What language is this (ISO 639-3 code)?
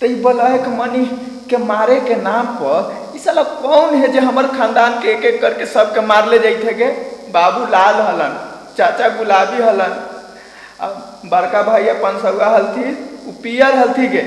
mag